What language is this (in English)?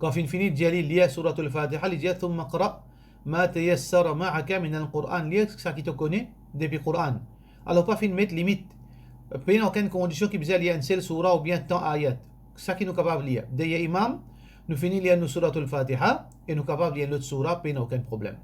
Morisyen